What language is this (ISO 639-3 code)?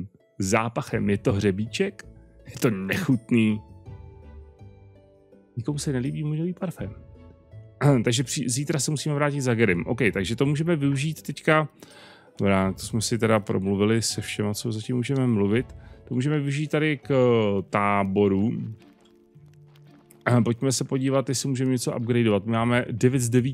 ces